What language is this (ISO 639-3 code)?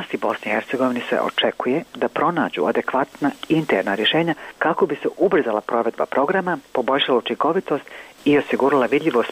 bos